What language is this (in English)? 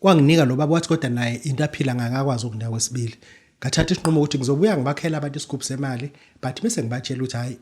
Zulu